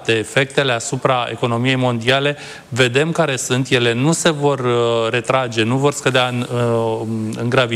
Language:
Romanian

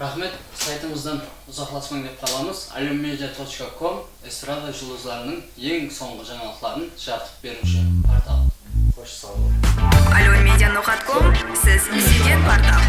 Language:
Kara-Kalpak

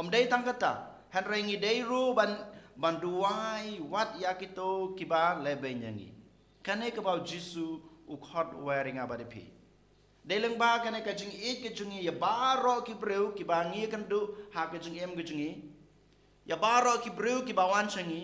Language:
Khasi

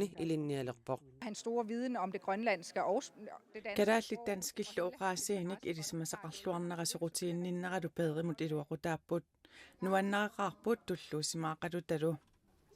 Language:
Kalaallisut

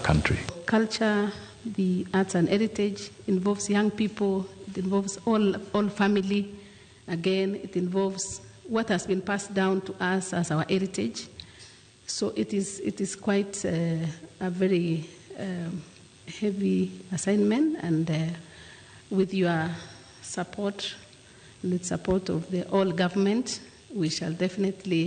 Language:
Luo (Kenya and Tanzania)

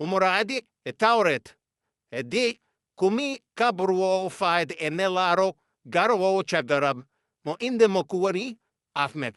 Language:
Fula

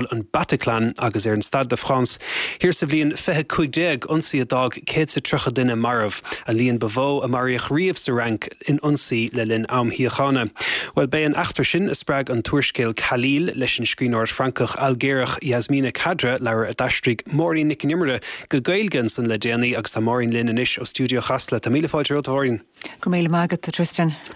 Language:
Irish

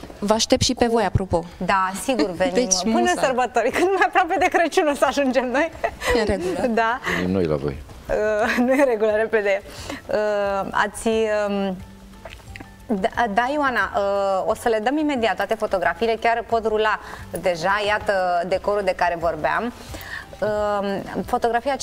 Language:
Romanian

